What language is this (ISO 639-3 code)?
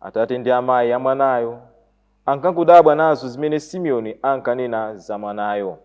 nya